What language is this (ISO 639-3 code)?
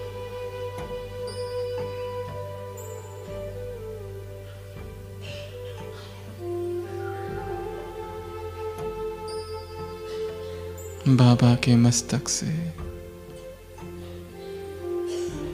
hin